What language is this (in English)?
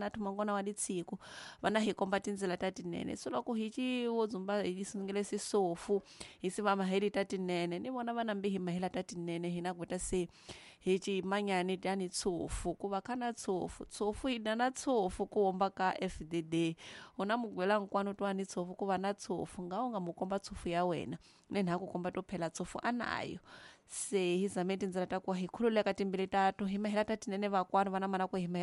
Tsonga